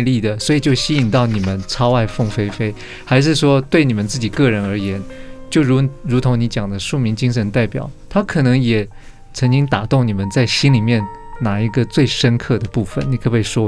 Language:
Chinese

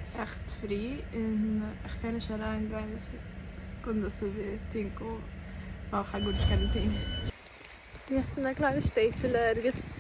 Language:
Yiddish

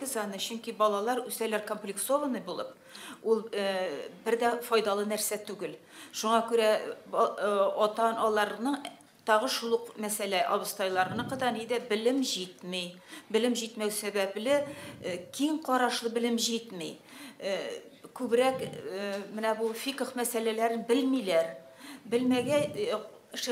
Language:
Tatar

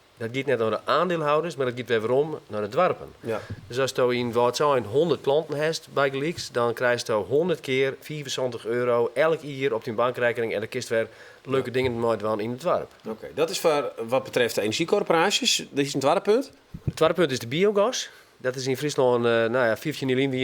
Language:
Western Frisian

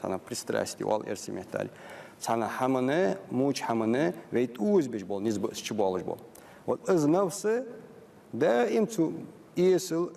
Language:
Ingush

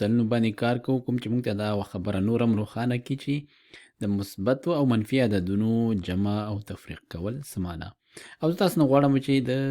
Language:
Pashto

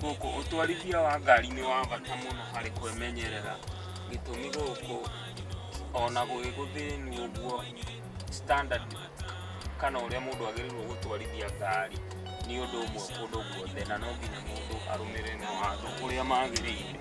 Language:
Kikuyu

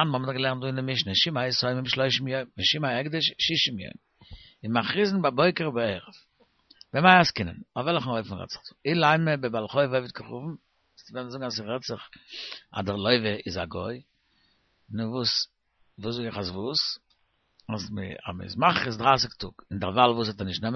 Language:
Yiddish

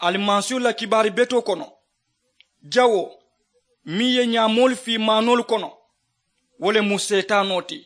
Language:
Mandingo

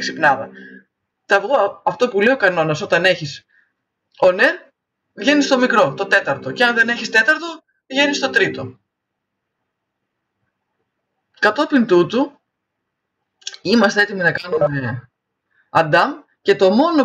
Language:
Greek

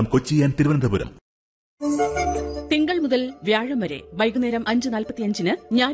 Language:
Malayalam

